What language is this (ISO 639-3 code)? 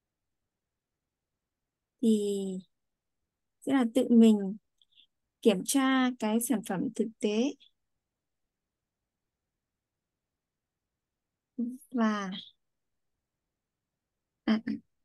vie